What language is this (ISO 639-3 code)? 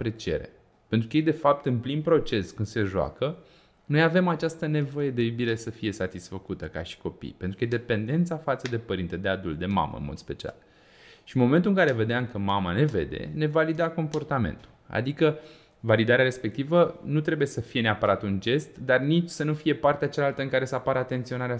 ron